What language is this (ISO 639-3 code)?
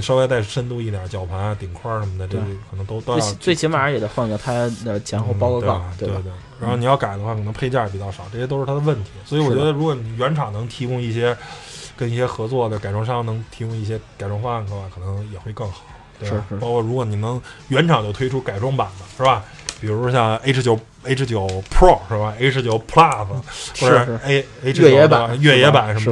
zho